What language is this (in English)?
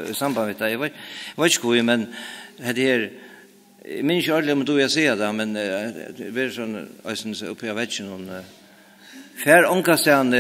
Faroese